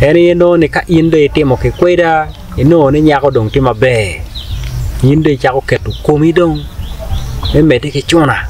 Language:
Acoli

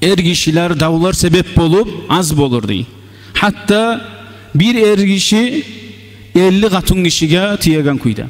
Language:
Kumyk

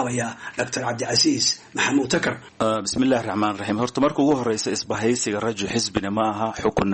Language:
Somali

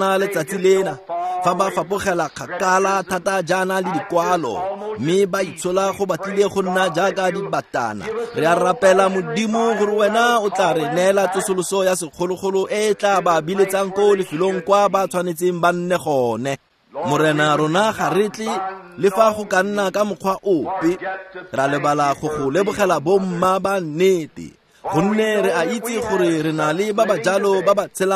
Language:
Tswana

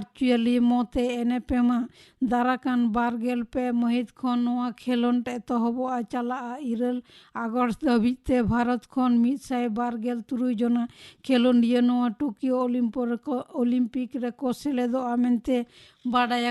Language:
Santali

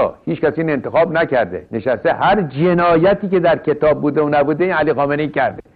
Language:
Persian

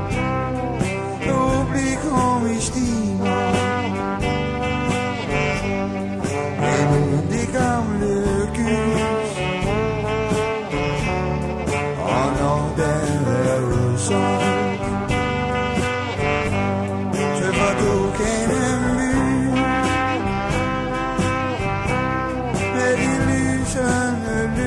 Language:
Danish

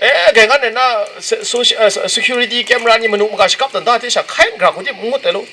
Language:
Kachin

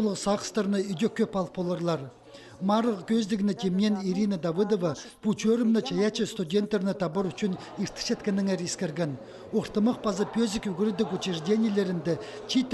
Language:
Khakas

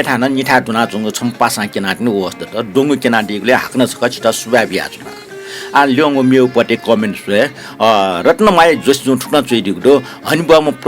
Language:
Newari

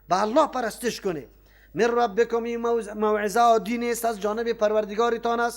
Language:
Persian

